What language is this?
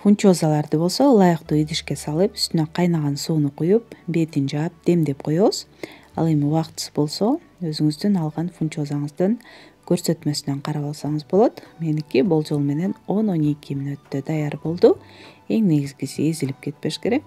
Kyrgyz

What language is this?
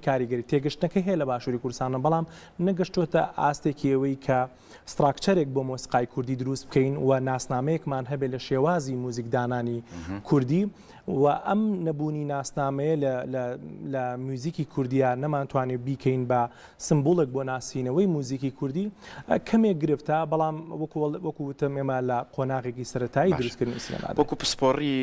Central Kurdish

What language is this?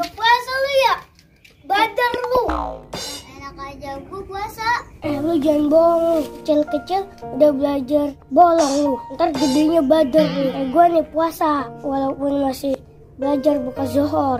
Betawi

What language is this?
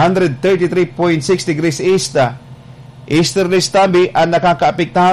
Bikol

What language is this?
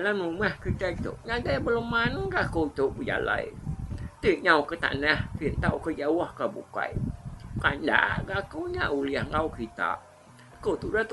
Iban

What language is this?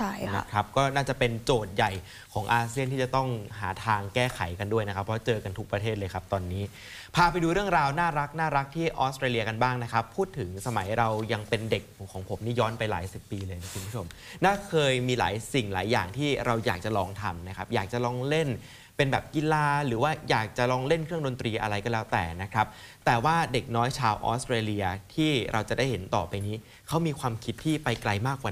Thai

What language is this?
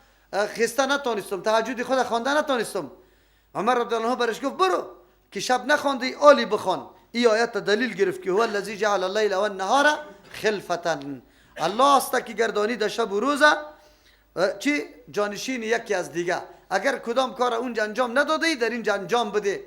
Persian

